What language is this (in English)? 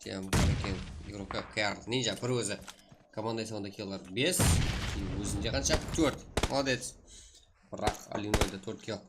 Kara-Kalpak